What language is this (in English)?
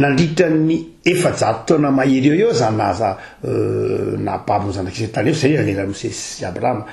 Malagasy